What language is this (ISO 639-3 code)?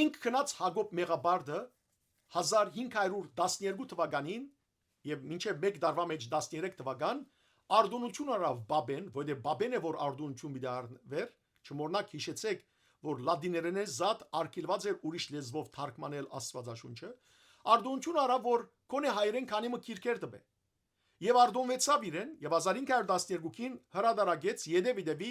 hyw